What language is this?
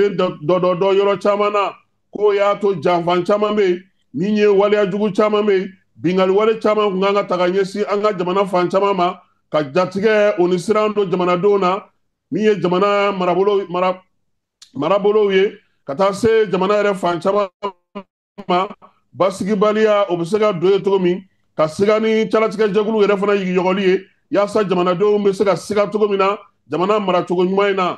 Bambara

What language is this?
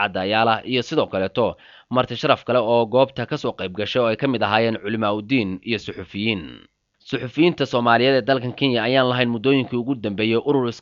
Somali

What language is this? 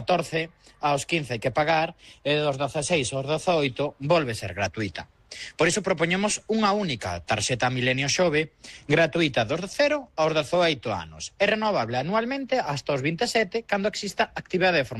Galician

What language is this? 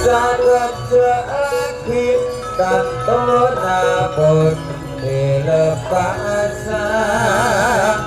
Madurese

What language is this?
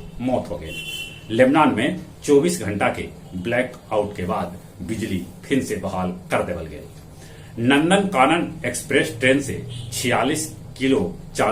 Magahi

